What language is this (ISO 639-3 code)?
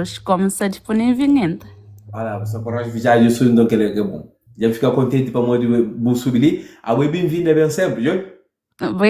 kea